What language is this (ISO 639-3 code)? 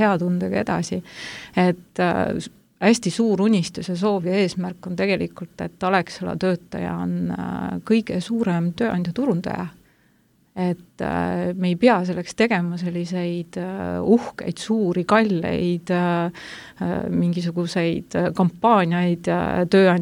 est